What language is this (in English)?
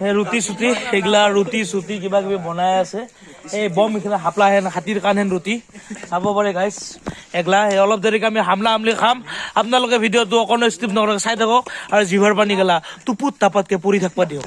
Assamese